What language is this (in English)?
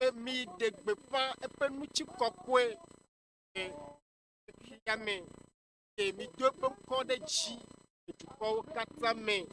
Ewe